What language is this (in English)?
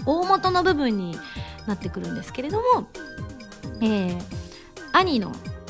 Japanese